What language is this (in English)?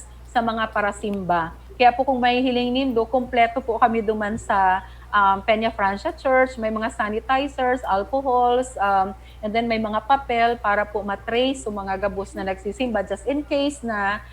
Bikol